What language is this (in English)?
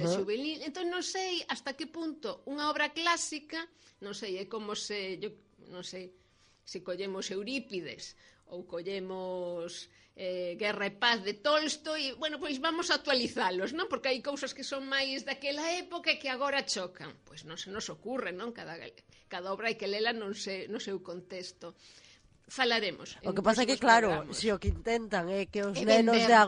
Galician